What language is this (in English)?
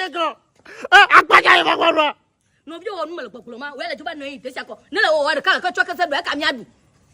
Ewe